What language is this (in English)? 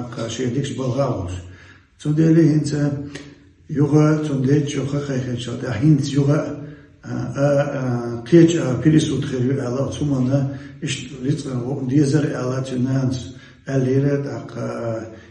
Chechen